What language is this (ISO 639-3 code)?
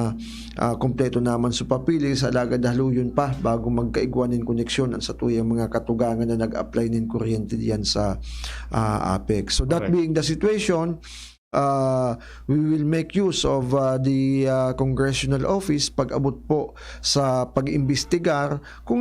bik